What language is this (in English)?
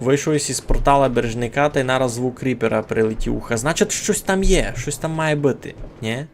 Rusyn